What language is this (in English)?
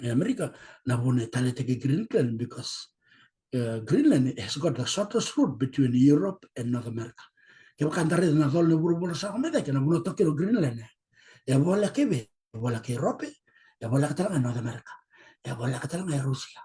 Fijian